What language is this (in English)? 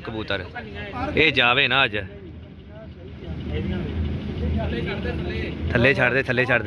Punjabi